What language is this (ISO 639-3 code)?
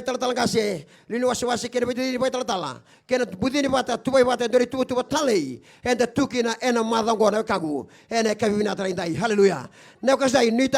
fij